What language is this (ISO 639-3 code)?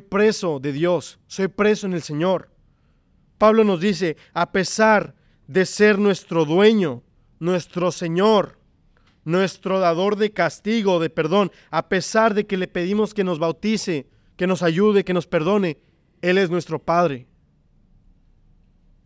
spa